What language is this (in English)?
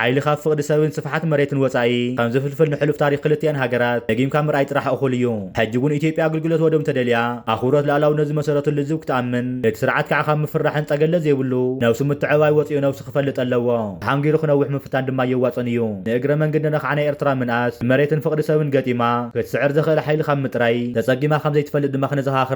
Tigrinya